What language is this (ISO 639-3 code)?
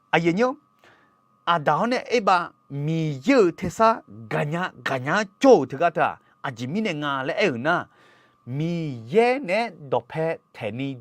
ahk